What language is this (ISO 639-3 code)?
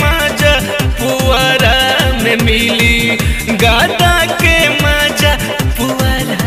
bho